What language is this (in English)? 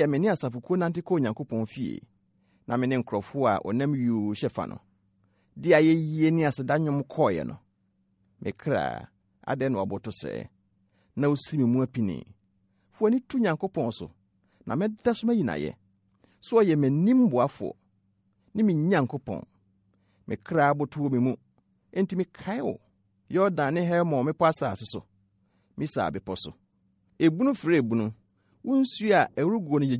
Akan